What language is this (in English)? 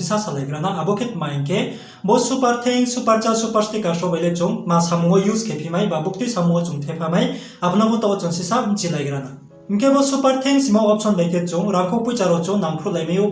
Riang (India)